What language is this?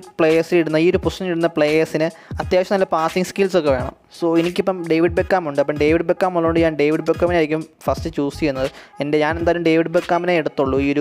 Malayalam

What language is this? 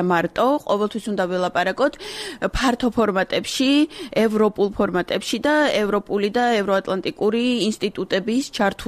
Georgian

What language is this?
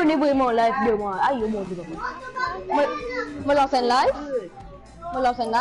Morisyen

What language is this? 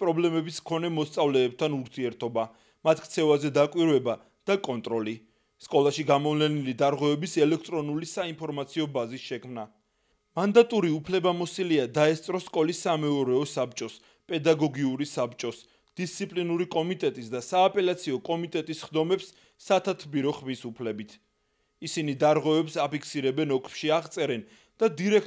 Georgian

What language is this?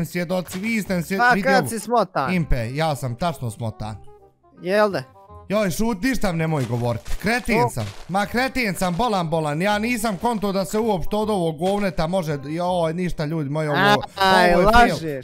Bosnian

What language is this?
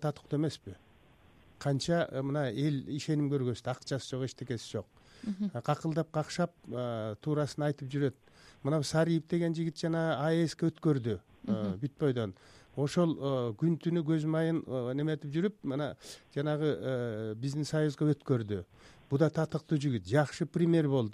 Kyrgyz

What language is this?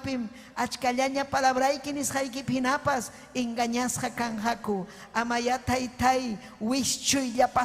Ayacucho Quechua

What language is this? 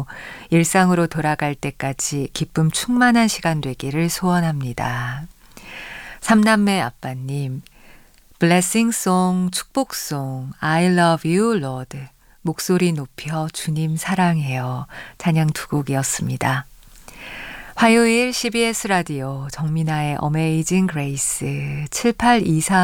Korean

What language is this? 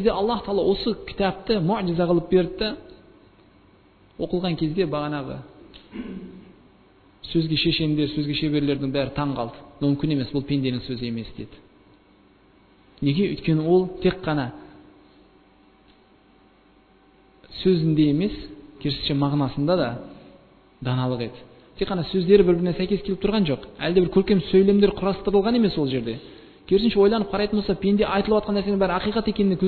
Kazakh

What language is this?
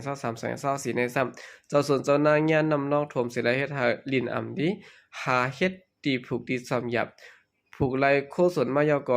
Shan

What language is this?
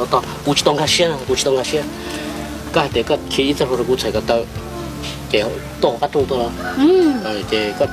Hmong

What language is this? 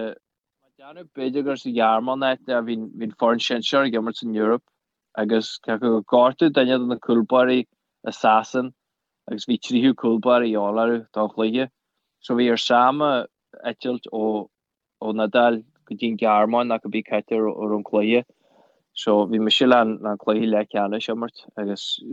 Irish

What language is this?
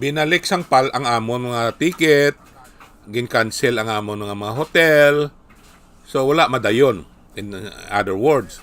Hiligaynon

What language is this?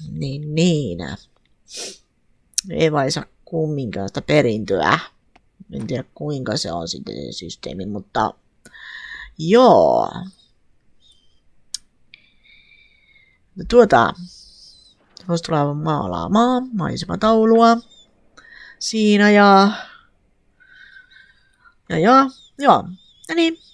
Finnish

